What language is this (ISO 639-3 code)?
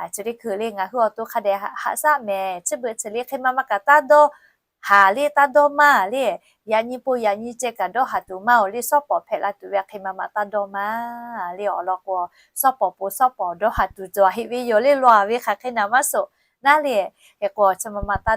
lhu